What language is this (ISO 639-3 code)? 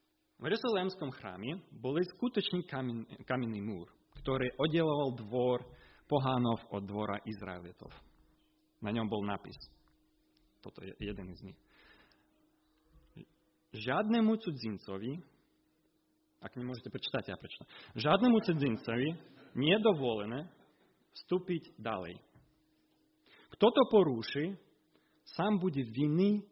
slk